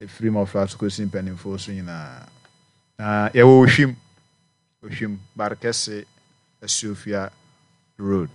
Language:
Akan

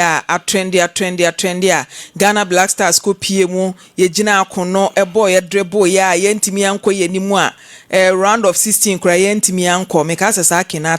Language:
Akan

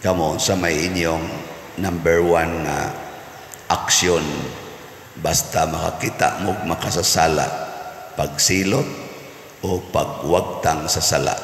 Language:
Cebuano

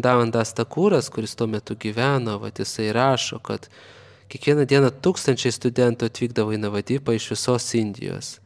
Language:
Lithuanian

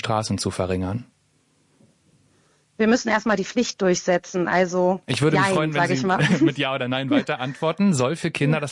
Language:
German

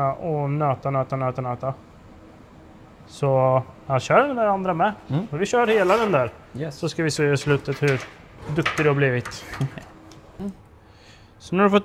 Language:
Swedish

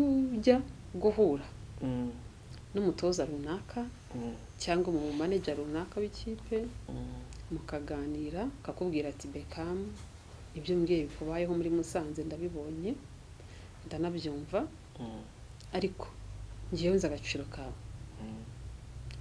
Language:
Kinyarwanda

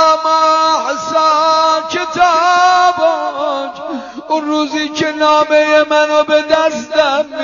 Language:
Persian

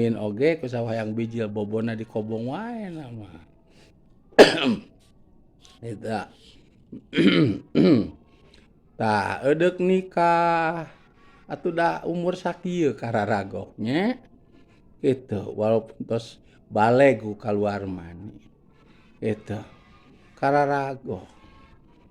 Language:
Sundanese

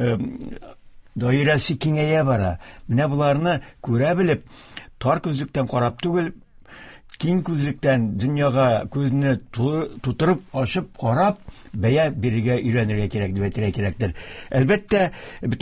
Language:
Tatar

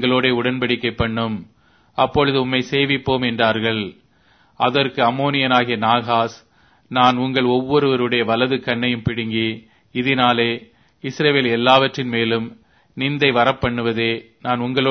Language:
Tamil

